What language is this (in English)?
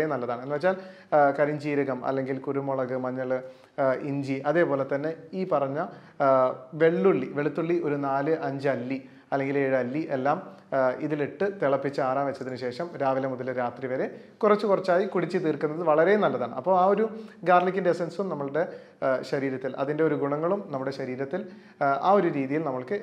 Malayalam